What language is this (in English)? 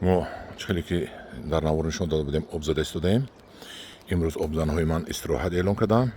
Tajik